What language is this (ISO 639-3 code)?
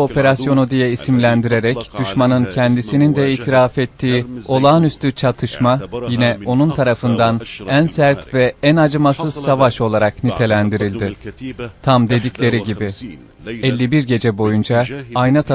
tur